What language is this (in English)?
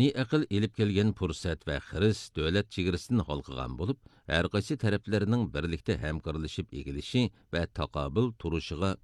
Uyghur